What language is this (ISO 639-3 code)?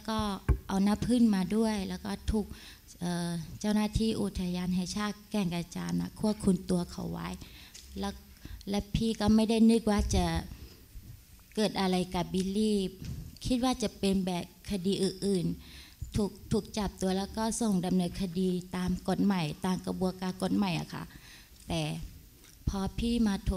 tha